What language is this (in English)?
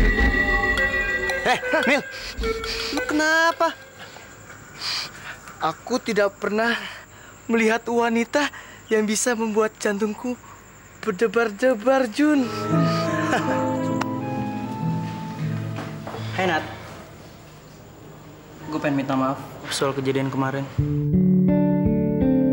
Indonesian